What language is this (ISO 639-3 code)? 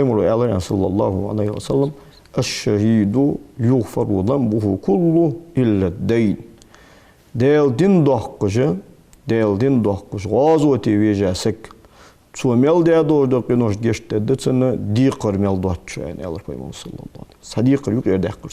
inh